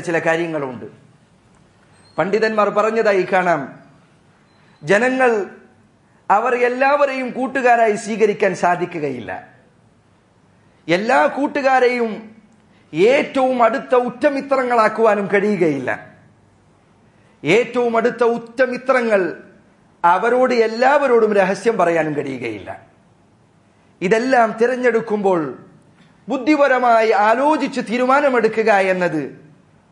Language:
Malayalam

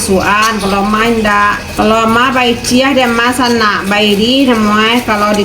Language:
Minangkabau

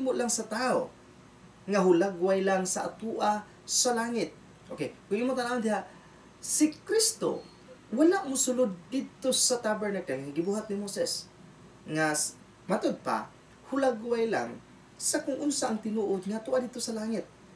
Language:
Cebuano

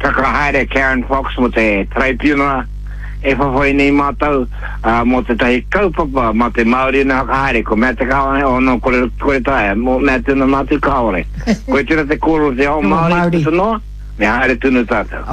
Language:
Māori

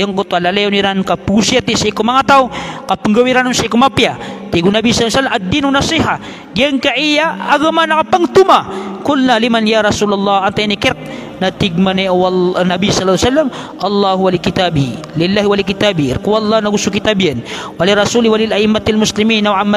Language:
Maranao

